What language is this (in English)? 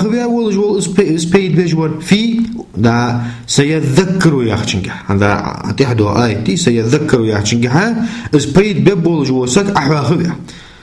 Ingush